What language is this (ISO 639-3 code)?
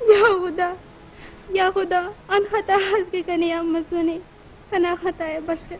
brh